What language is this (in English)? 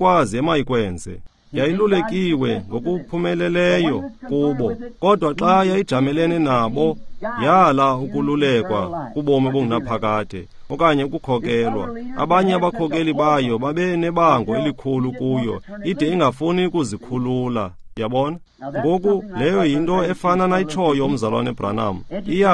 Xhosa